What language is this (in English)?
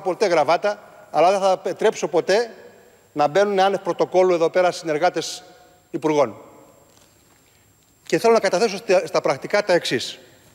Greek